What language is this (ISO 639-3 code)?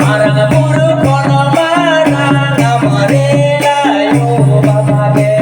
sat